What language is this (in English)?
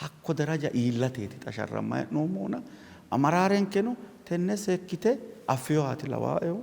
Sidamo